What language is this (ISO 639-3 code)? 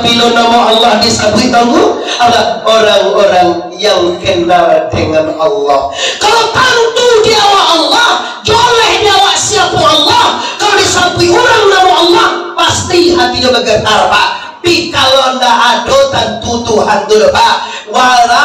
min